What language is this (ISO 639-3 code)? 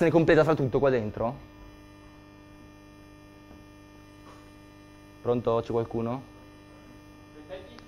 ita